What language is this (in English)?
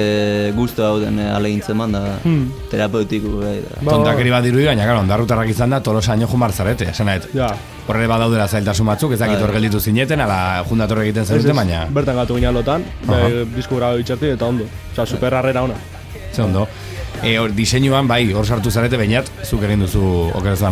Basque